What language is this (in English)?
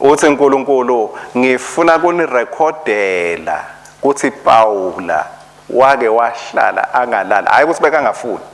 Swati